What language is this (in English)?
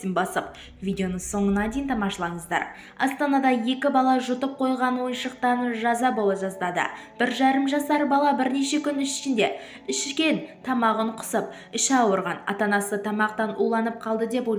Kazakh